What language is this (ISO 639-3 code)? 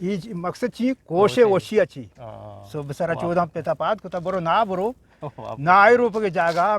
bgp